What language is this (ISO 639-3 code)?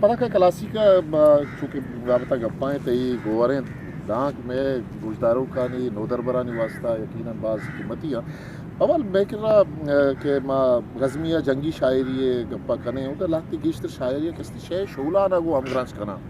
bgp